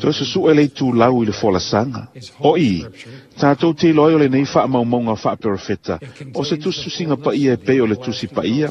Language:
Samoan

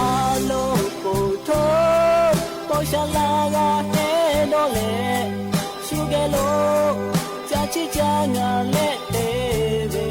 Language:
Lahu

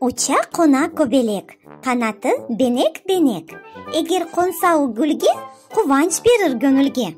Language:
Crimean Tatar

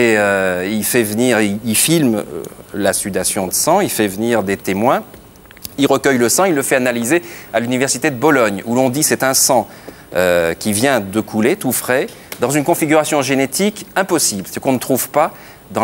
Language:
French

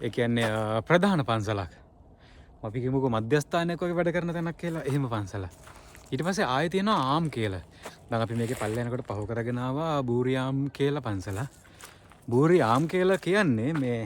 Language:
Sinhala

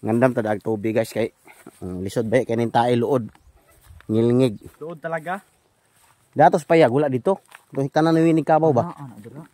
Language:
Cebuano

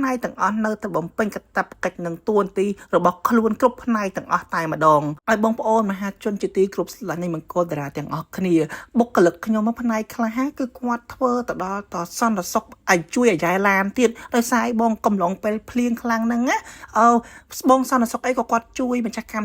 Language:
Khmer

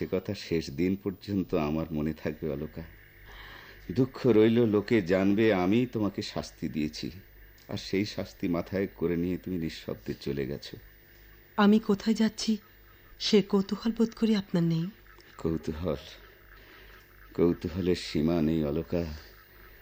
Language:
Bangla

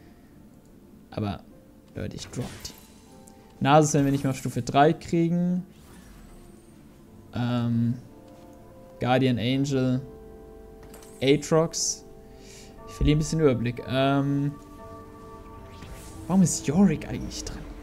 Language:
German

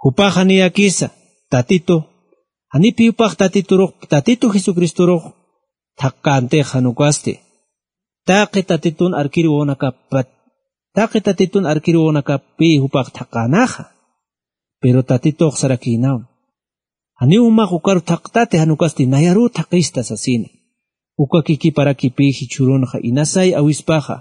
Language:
Aymara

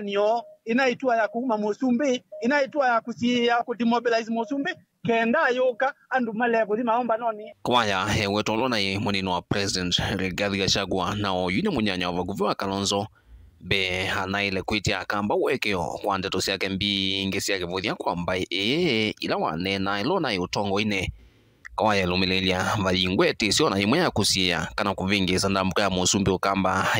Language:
Kamba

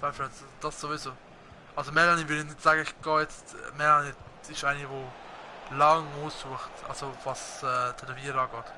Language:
Swiss German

